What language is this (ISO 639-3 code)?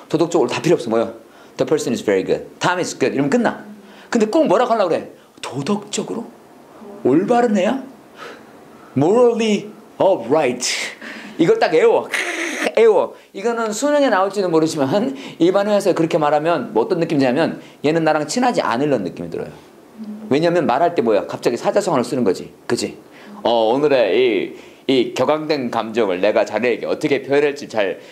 kor